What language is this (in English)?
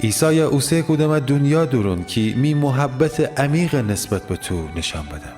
Gilaki